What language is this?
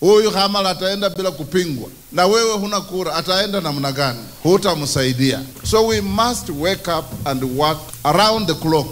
Kikuyu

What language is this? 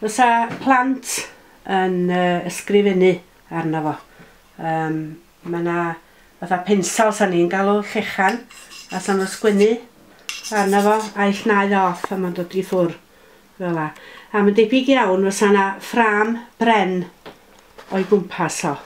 Welsh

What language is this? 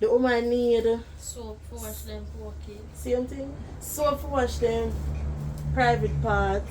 Jamaican Creole English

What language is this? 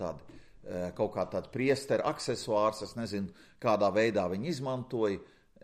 Latvian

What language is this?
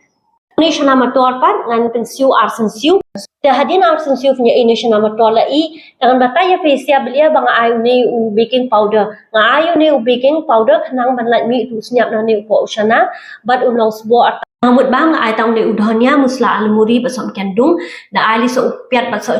Khasi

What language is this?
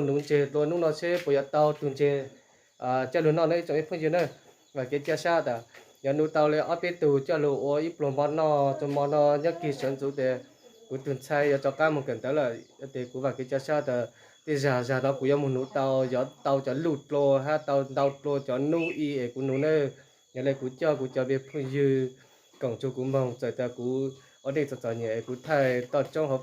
Hmong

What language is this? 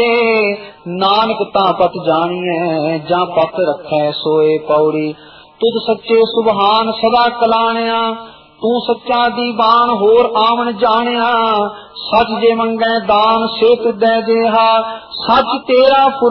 Punjabi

